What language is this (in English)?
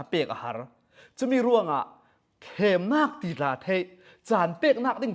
Falam Chin